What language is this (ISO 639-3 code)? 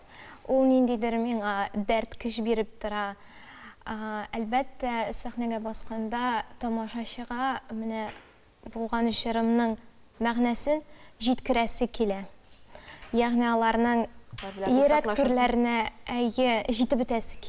tat